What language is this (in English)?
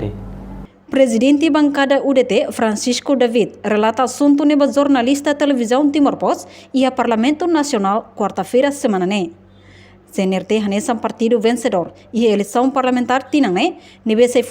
Tetum